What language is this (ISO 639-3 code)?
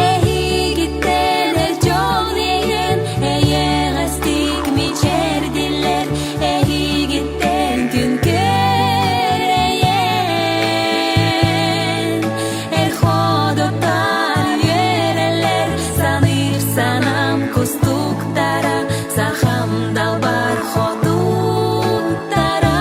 sah